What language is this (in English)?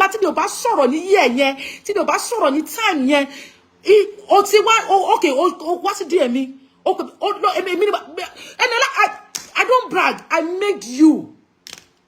Yoruba